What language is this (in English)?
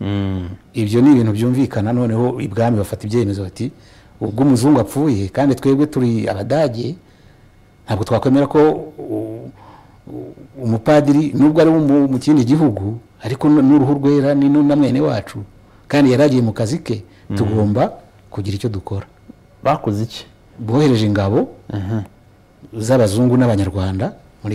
Kinyarwanda